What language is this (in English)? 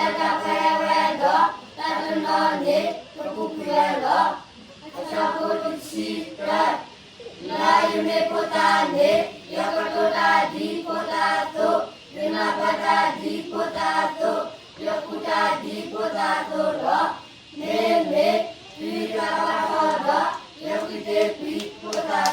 S'gaw Karen